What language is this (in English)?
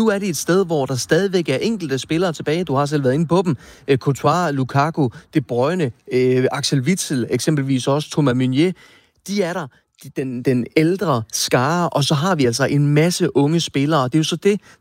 Danish